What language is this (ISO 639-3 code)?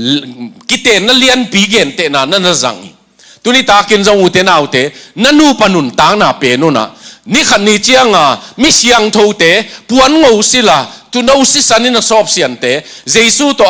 ctd